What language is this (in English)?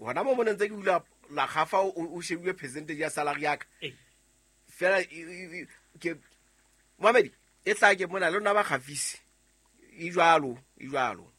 Southern Sotho